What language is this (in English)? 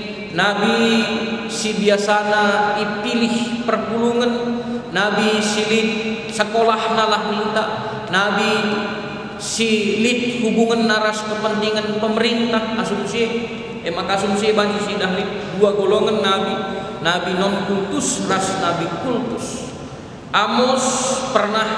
Batak Karo